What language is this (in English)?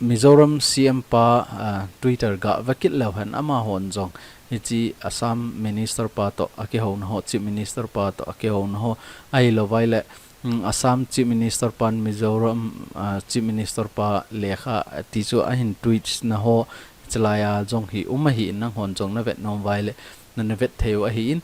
Thado Chin